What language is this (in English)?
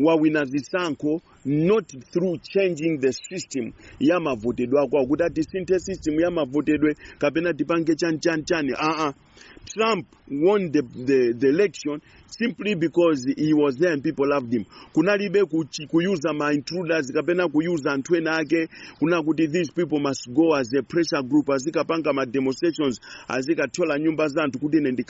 Nyanja